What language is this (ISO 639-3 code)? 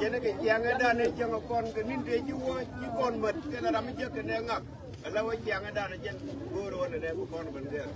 nus